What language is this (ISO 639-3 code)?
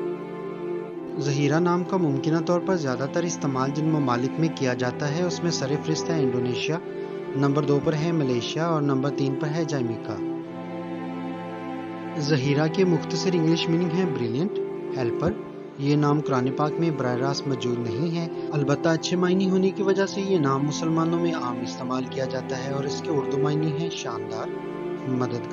urd